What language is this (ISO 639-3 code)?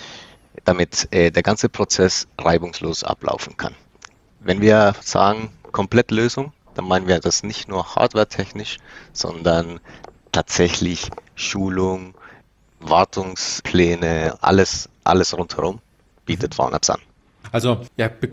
deu